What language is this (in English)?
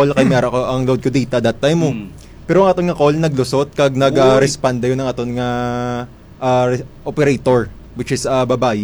Hiligaynon